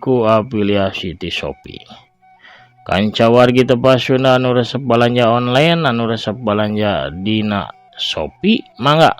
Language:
Sundanese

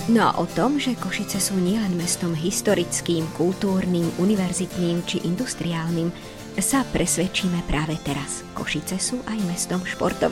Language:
Slovak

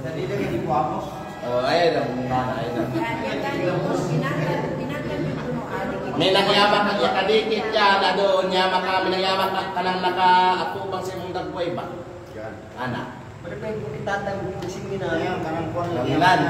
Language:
Kalagan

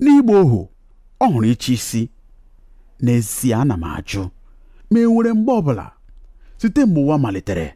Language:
Igbo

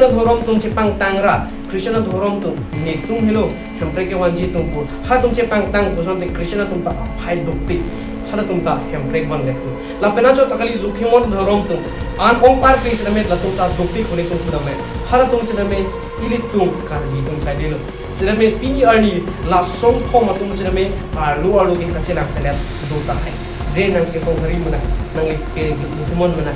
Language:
Karbi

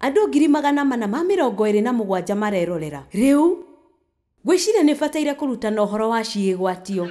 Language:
Kikuyu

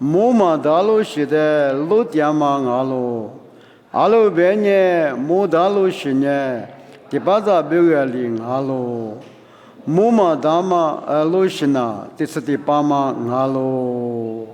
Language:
Lisu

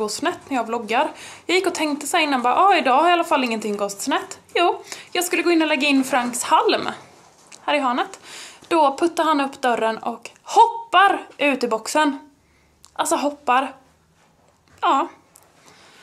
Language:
Swedish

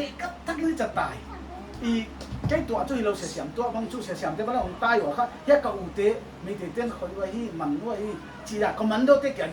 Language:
Paite Chin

